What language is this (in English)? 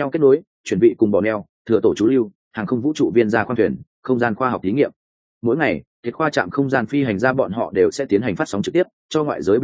Vietnamese